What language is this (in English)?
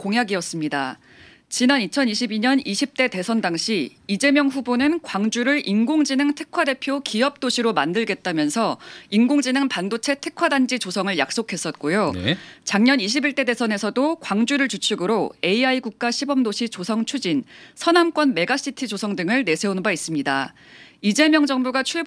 Korean